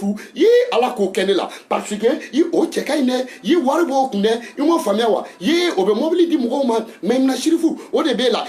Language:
Bambara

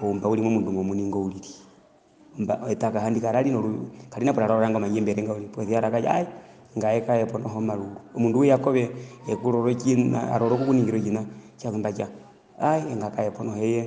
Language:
Herero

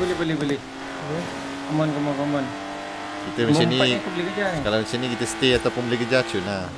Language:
Malay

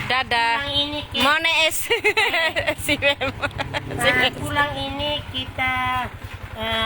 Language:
Bima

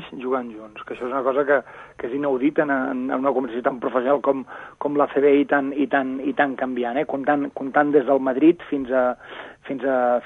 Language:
Catalan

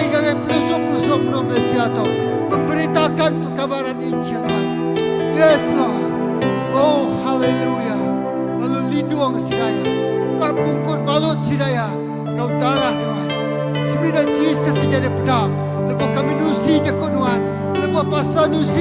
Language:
Iban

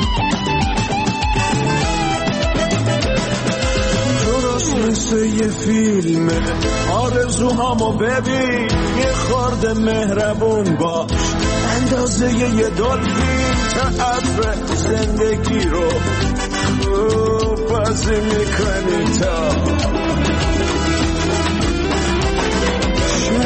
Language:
Persian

